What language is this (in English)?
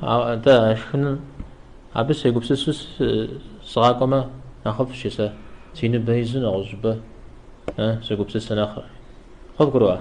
Kabardian